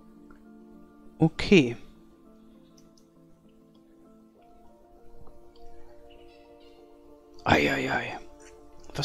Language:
German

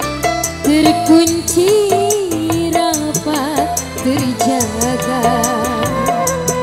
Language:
Indonesian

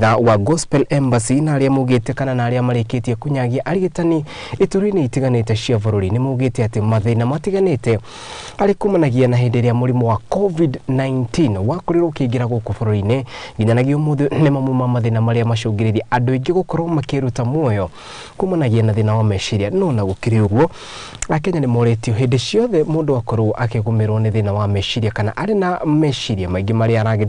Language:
Kikuyu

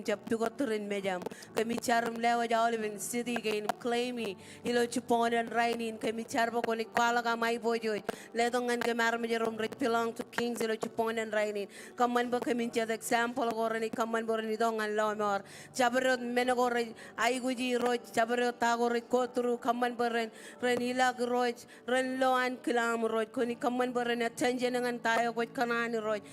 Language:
Marshallese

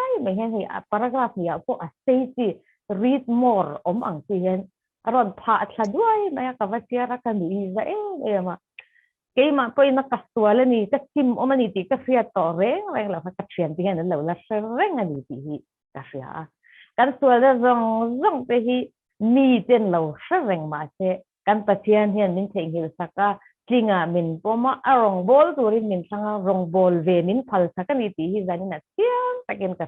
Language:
Mizo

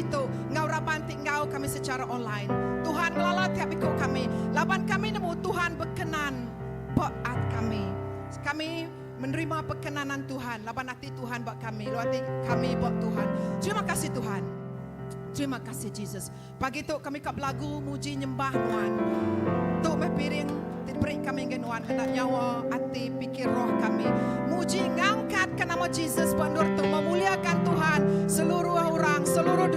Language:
Iban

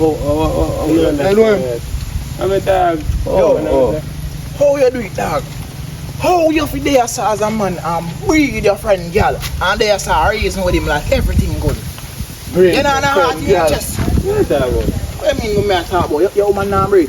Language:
Jamaican Creole English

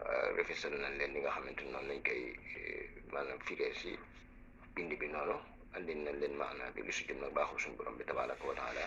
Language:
Wolof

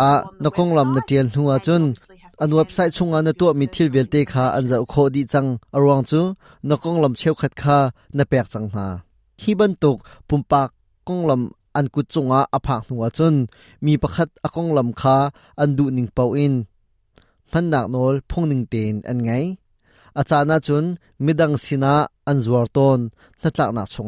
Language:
Hakha Chin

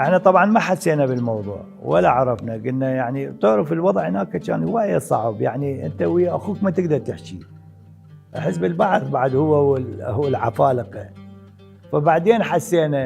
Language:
Mesopotamian Arabic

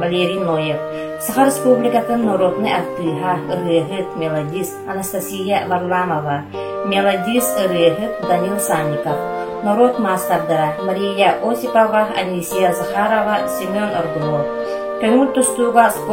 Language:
Yakut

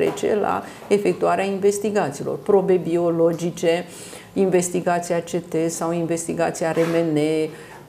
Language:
Romanian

